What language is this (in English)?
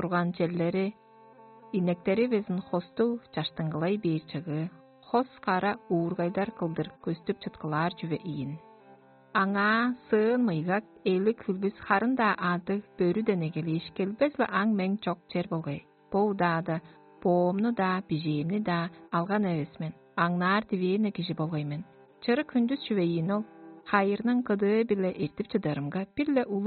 Tuvinian